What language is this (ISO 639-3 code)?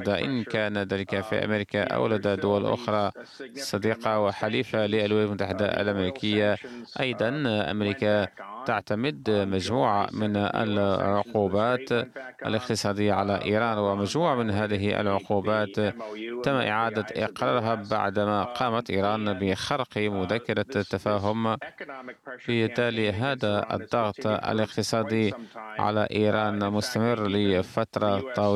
ara